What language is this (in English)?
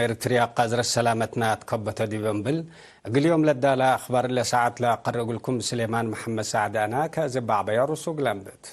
Tigre